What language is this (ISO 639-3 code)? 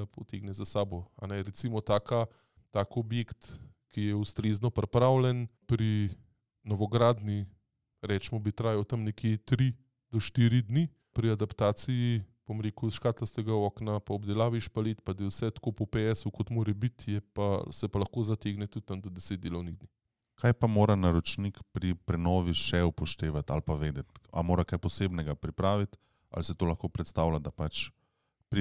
slv